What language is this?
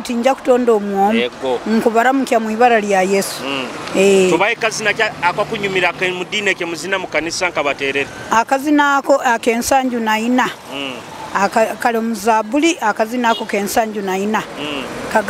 Nyoro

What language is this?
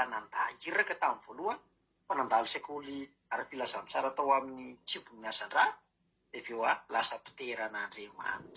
Malagasy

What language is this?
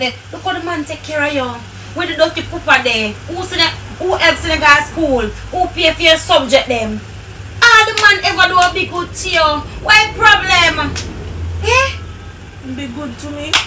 Jamaican Creole English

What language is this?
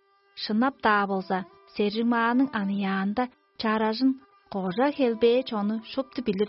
Tuvinian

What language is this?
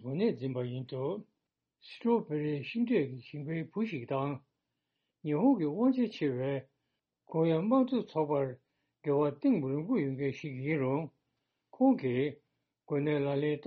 Tibetan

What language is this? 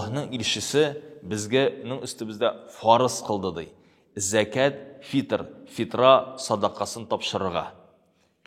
Tatar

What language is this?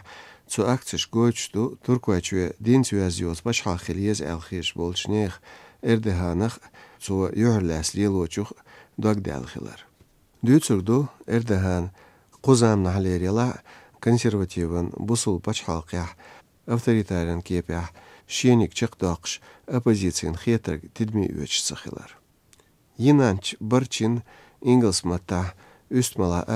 Chechen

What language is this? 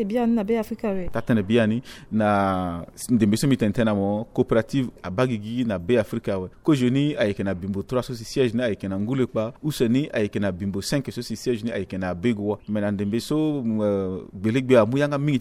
Sango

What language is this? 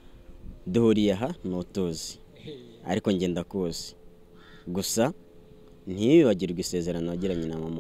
Kinyarwanda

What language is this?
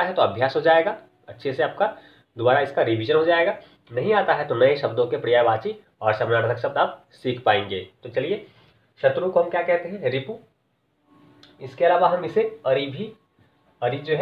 Hindi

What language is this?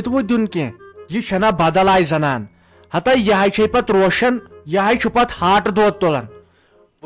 Kashmiri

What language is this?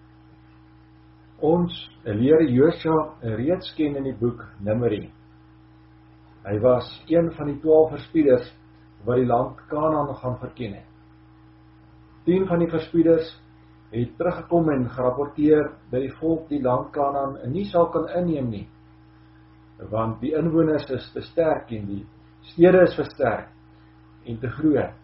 Afrikaans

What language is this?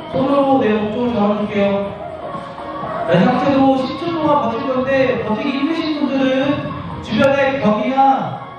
Korean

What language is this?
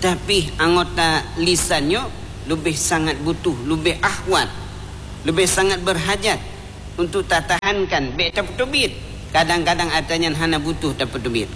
Achinese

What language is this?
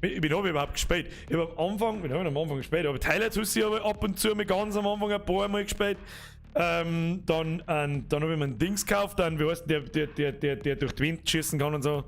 Bavarian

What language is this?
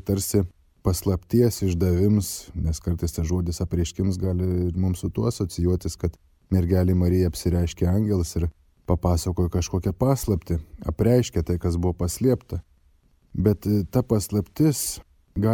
Lithuanian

